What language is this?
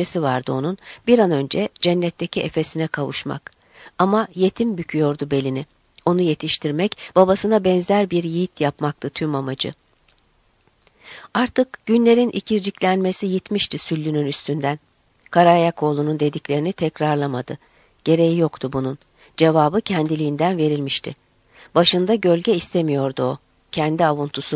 Turkish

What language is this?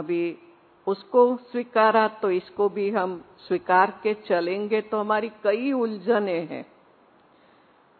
Hindi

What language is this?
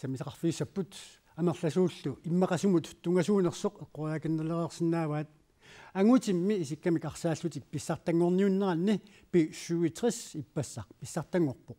Kalaallisut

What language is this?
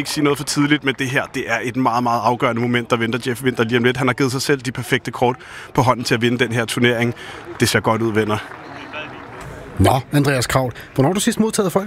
Danish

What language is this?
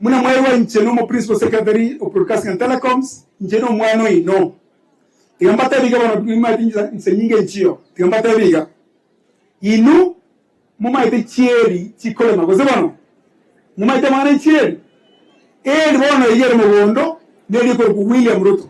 Gusii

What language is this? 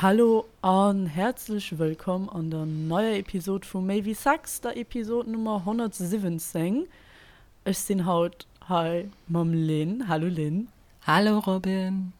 Luxembourgish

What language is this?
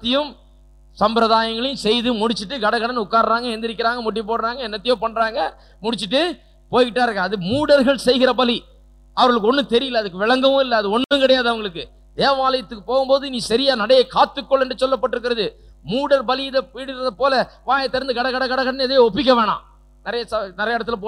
Tamil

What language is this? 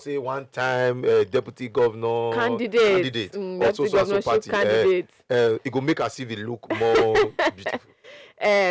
Nigerian Pidgin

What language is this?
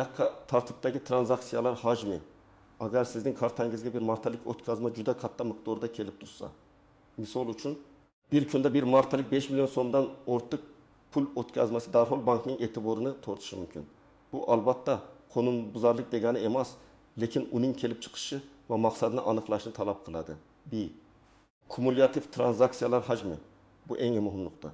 Uzbek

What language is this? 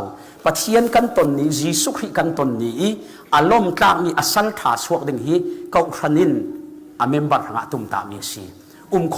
Falam Chin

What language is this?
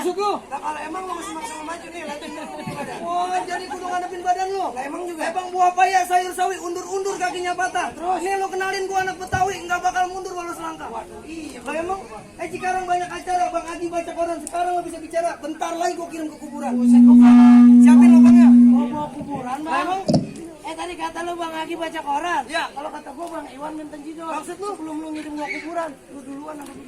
Betawi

